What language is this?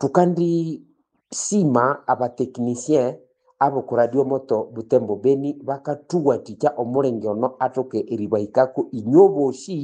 Nande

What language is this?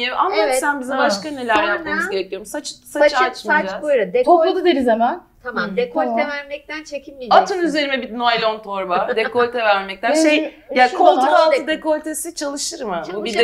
Turkish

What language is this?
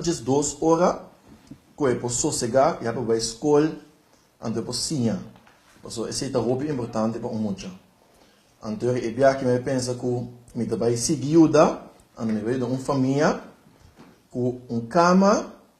Papiamento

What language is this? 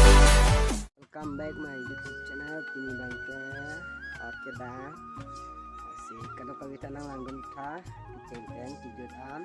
Karbi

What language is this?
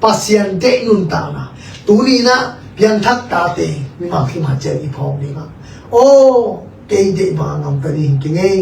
Tedim Chin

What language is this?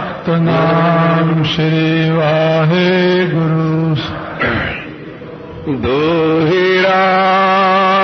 Punjabi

